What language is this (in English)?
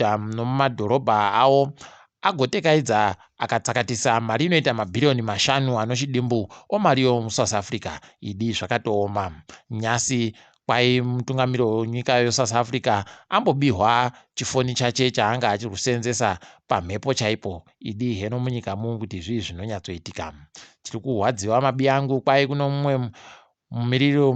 Ndau